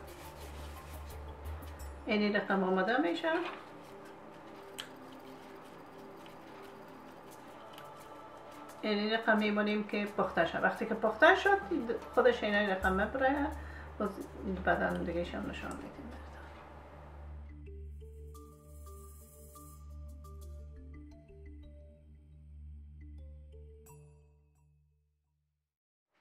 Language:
Persian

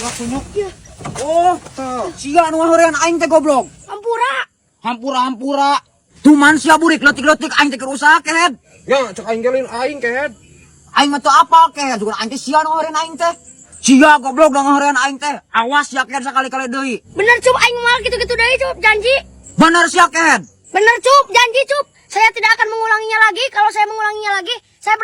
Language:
Sundanese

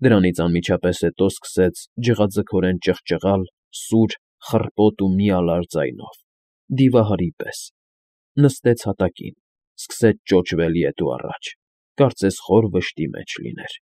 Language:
Armenian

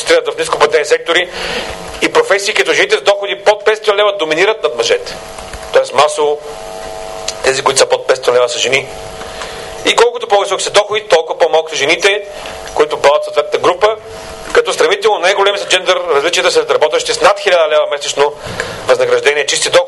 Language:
Bulgarian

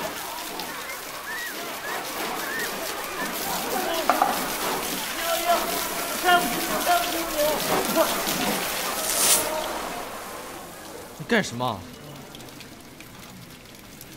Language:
Chinese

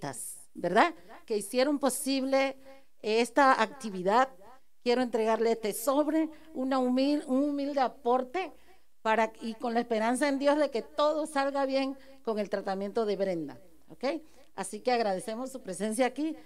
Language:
Spanish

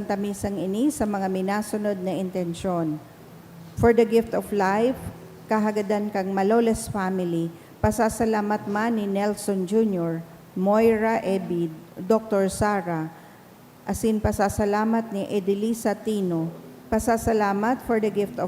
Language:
Bikol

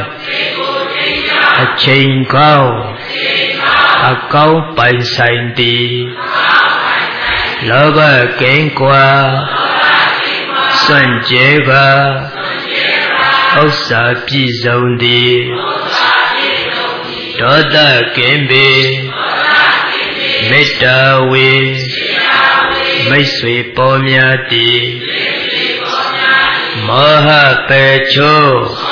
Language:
Burmese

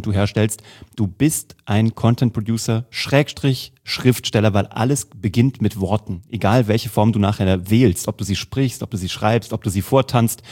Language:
German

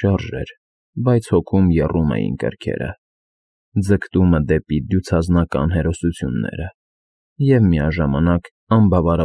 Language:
Armenian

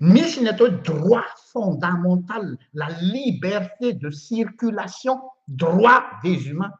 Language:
Malagasy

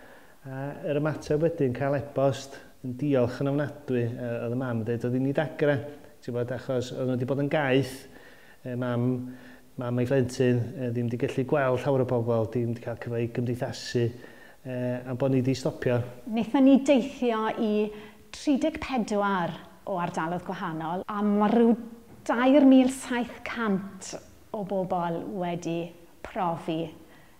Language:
Welsh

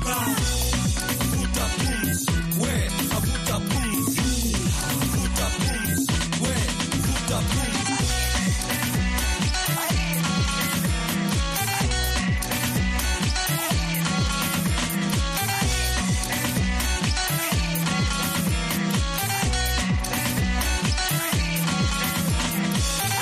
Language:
Swahili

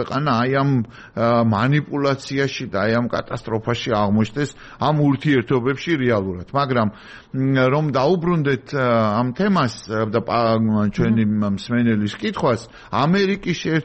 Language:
Georgian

